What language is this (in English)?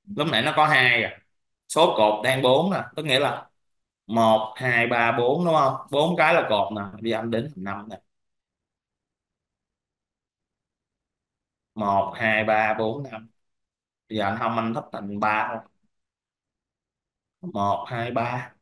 Vietnamese